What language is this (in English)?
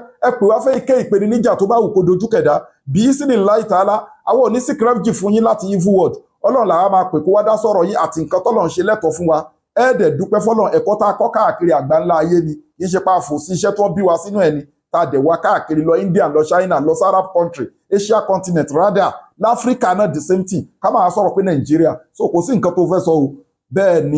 Yoruba